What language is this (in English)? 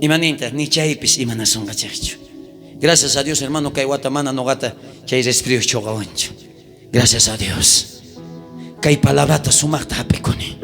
South Bolivian Quechua